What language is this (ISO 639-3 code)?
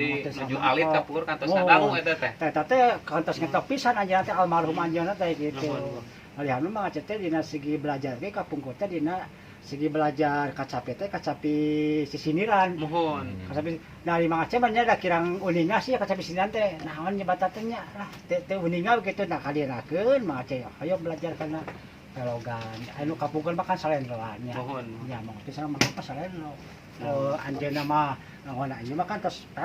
sun